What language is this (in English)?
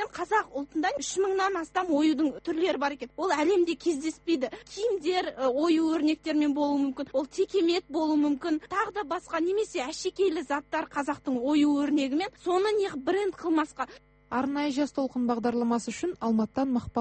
Kazakh